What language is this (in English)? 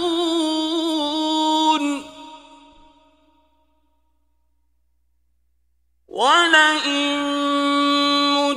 Arabic